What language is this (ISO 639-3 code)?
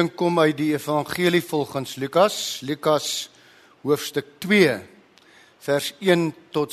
afr